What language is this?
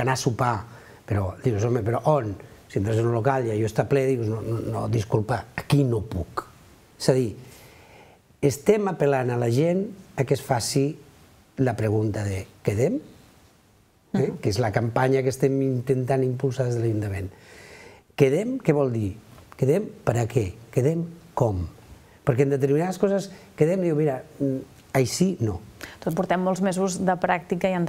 Catalan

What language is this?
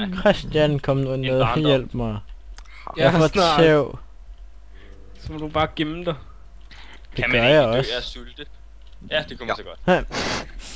Danish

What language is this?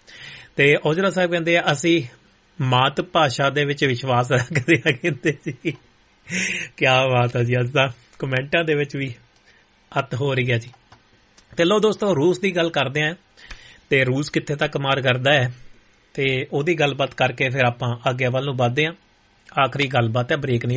Punjabi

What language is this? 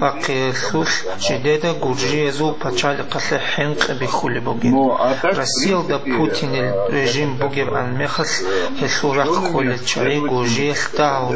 Avaric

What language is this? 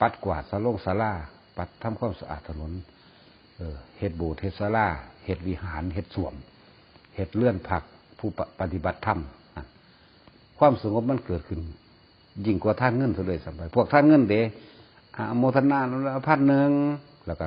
Northeastern Thai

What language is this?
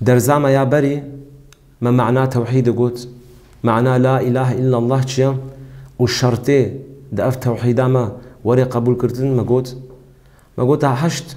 Kurdish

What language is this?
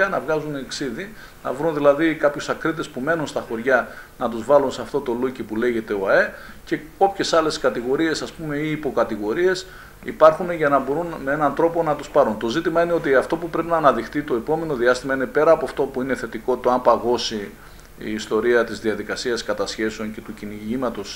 Greek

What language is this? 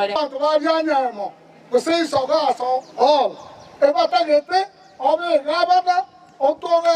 Gusii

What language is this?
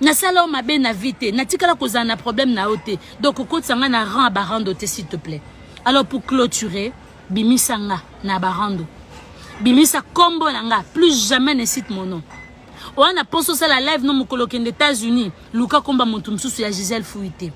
Lingala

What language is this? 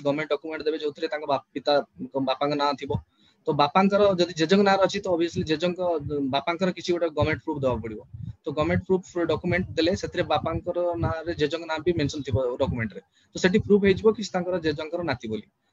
Odia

